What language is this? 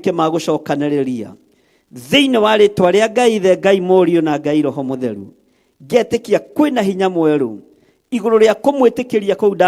Kikuyu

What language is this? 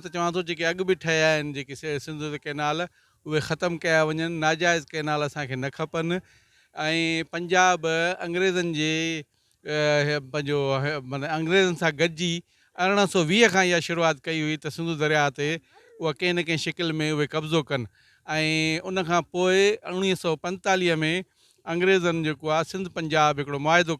Sindhi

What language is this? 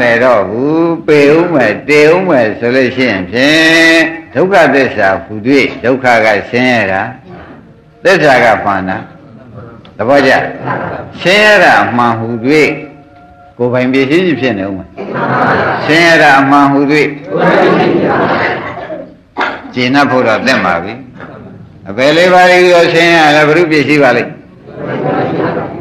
Burmese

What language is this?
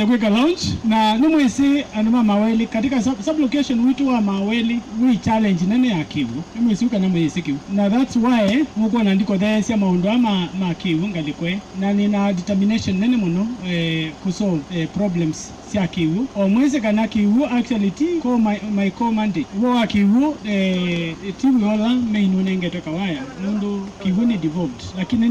Kamba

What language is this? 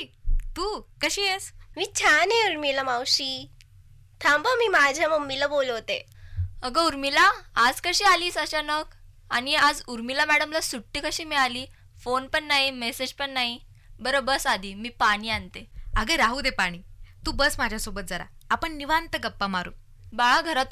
Marathi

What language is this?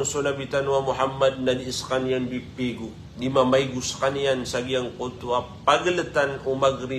Maranao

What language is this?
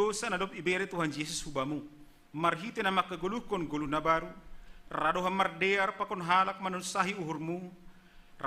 Batak Simalungun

